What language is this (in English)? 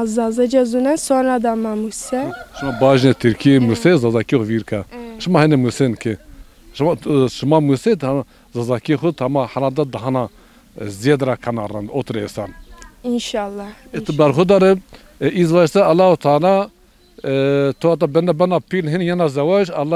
Zaza